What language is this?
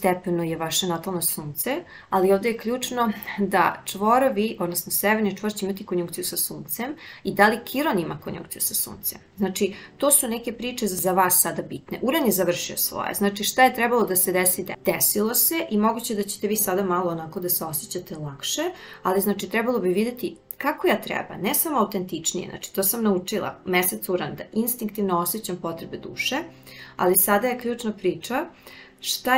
Serbian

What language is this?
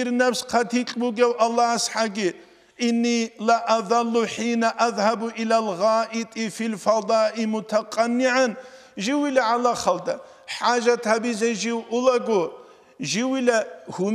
Avaric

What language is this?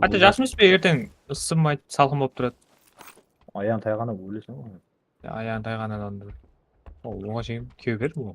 Kara-Kalpak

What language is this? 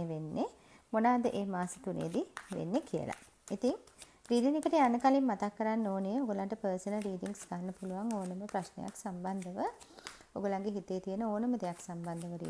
Sinhala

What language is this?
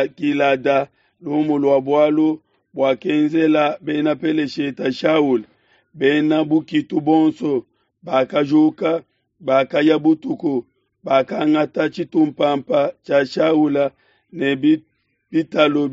Luba-Lulua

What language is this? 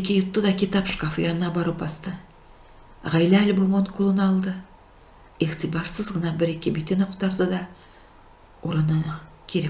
Tatar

